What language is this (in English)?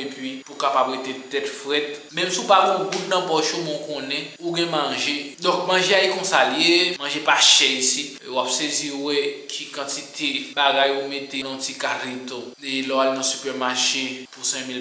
Haitian Creole